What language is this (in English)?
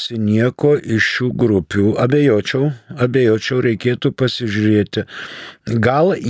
Lithuanian